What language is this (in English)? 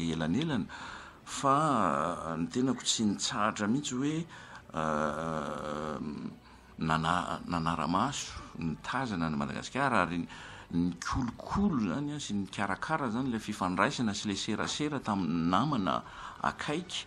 Malagasy